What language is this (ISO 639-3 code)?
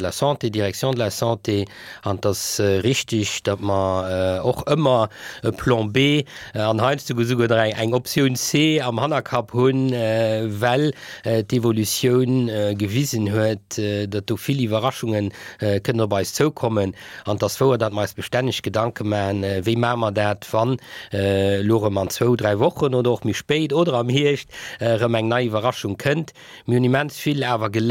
ltz